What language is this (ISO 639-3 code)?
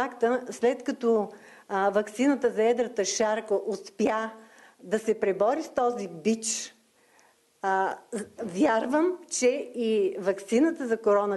bul